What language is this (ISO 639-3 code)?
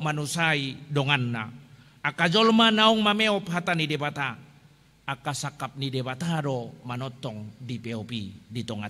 bbc